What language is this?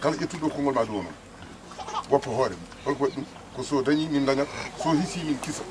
Fula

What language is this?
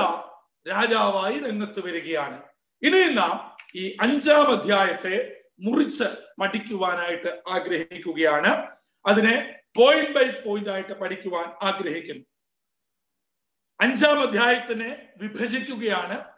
Malayalam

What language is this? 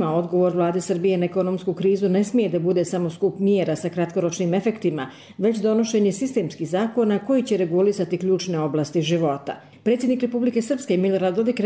Croatian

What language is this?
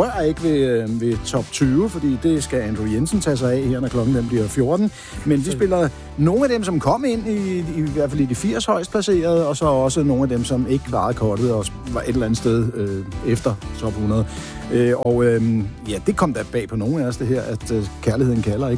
Danish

